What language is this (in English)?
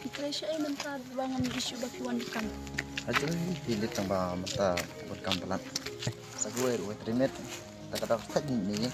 Khasi